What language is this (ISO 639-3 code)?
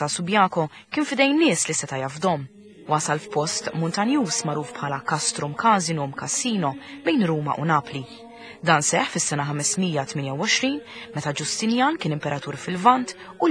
mlt